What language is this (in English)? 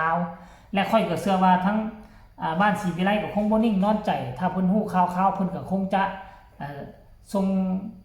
Lao